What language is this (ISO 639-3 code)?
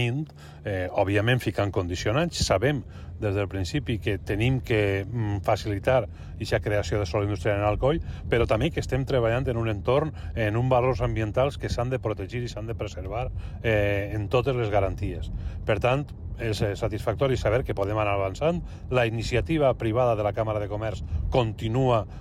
cat